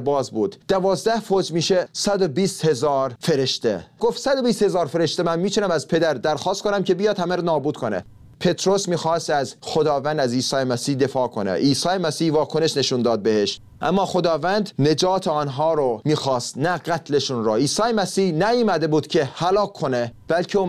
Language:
Persian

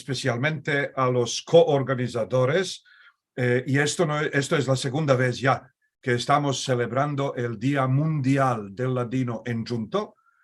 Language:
Ladino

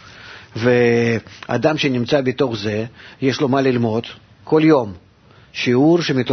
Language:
Hebrew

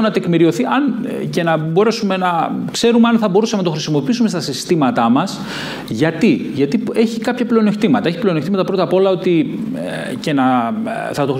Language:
Greek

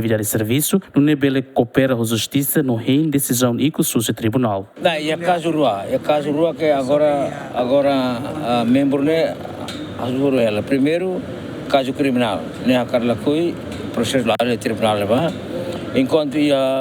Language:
Tetum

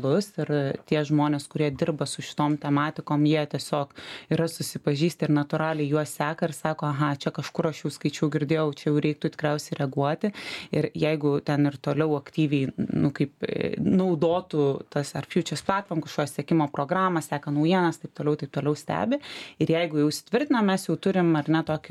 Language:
Lithuanian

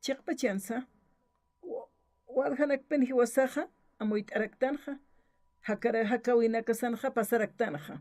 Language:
Aymara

